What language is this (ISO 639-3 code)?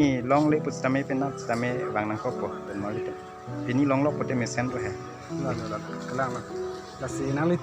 mjw